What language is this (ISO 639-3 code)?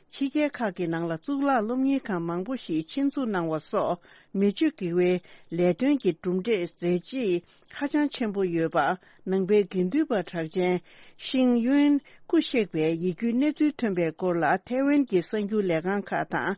bod